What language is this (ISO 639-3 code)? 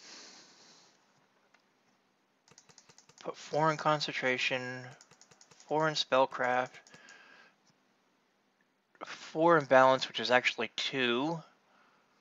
eng